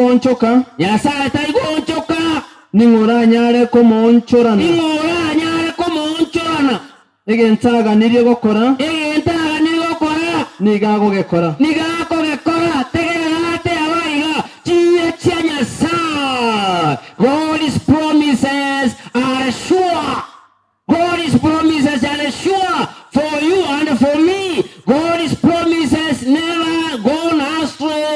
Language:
Gusii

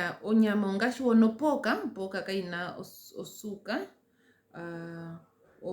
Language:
Ndonga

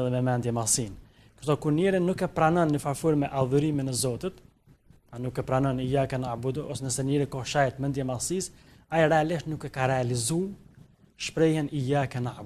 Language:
Albanian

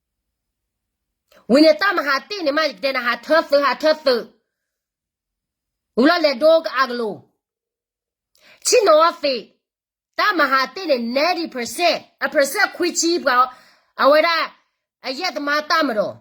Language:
S'gaw Karen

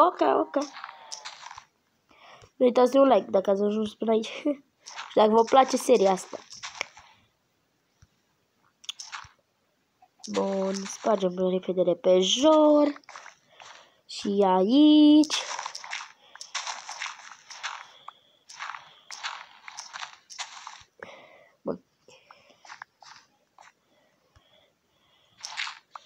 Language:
Romanian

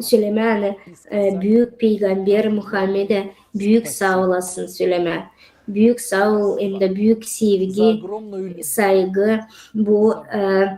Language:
Gagauz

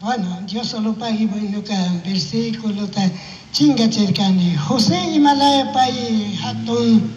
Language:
Chimborazo Highland Quichua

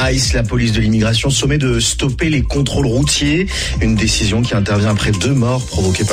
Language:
French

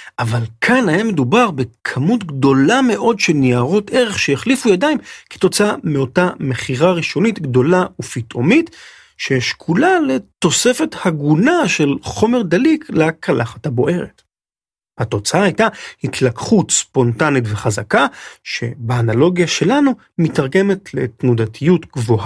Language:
Hebrew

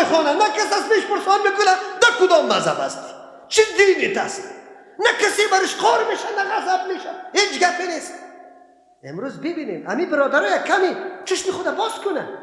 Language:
Persian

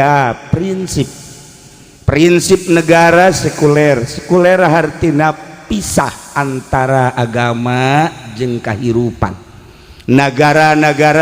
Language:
Sundanese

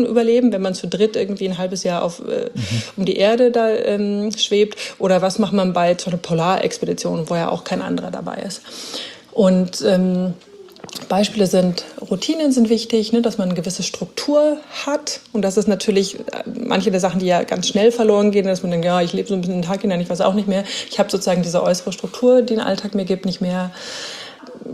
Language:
German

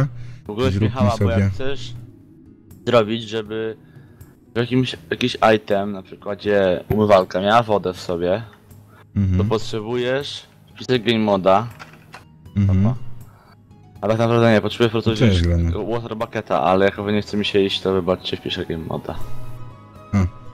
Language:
Polish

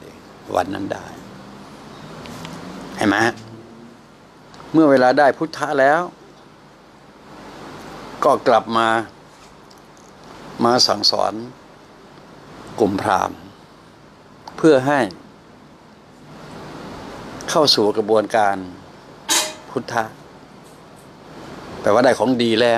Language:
Thai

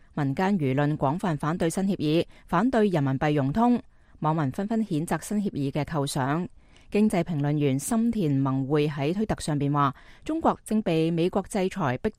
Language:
Cantonese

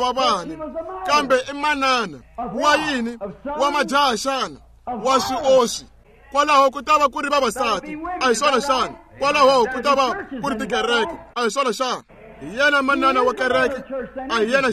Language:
Tsonga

